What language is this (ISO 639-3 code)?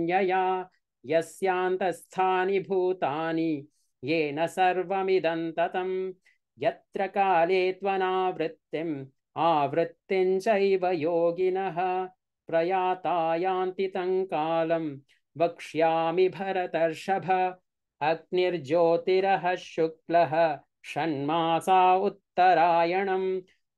san